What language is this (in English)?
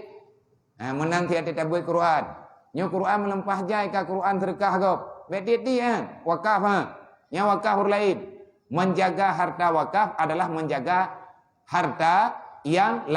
Achinese